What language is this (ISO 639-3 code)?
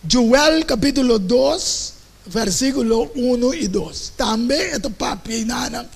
pap